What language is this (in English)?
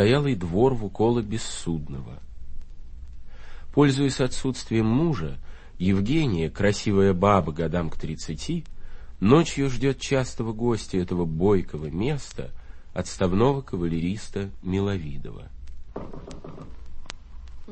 Russian